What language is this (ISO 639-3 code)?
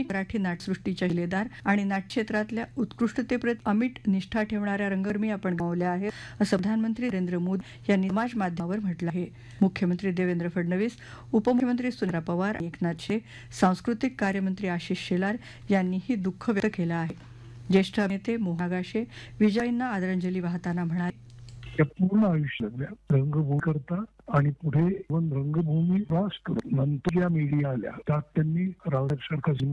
mar